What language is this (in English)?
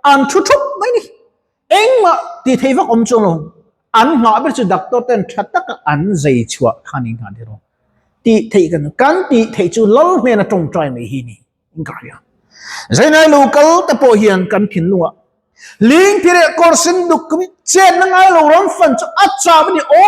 Mizo